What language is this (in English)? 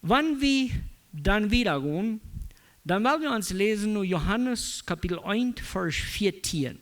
Plautdietsch